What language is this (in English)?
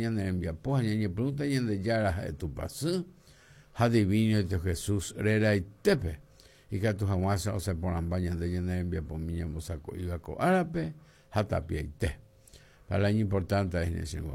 Guarani